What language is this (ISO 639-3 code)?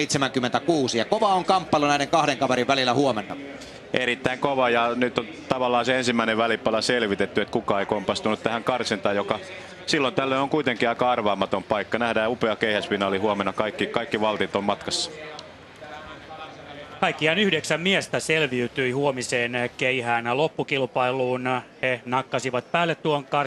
fin